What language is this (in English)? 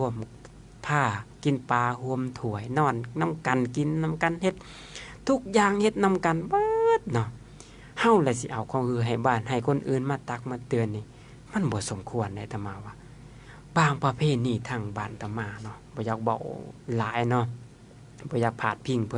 Lao